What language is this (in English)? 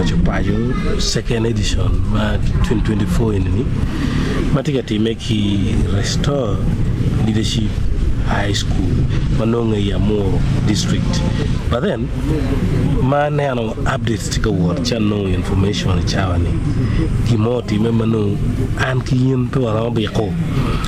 Acoli